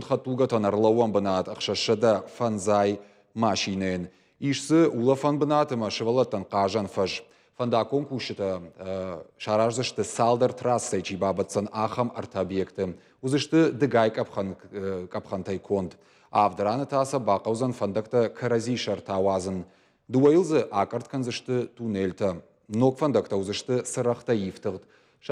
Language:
Ossetic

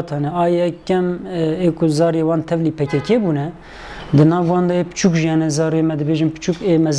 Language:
Kurdish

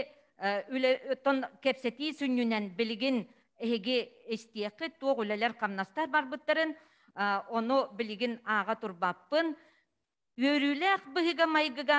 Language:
Yakut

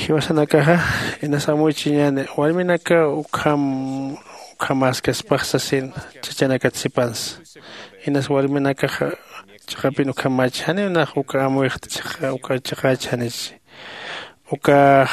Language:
Aymara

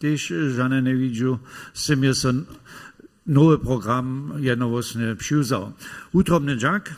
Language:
Upper Sorbian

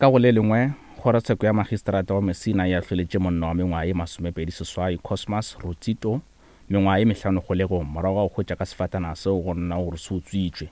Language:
Northern Sotho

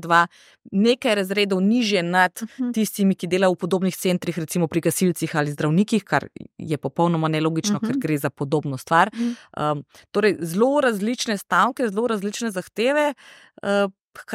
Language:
Slovenian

